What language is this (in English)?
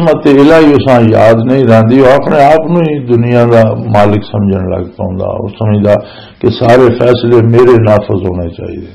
Western Panjabi